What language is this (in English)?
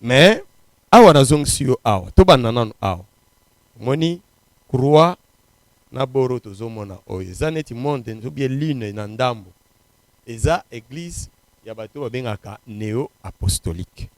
Lingala